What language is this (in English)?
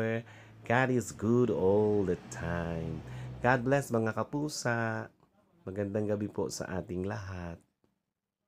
Filipino